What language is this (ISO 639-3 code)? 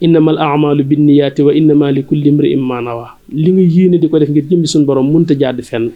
wol